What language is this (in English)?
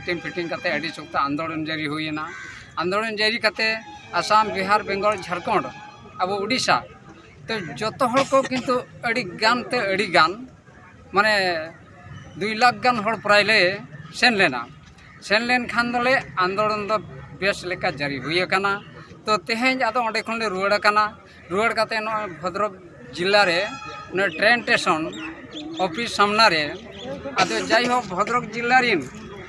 Santali